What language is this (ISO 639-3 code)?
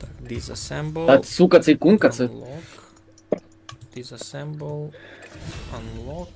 rue